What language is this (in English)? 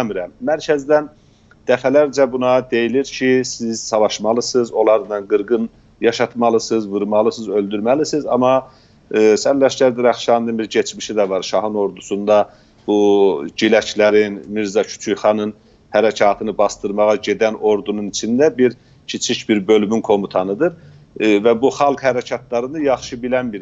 South Azerbaijani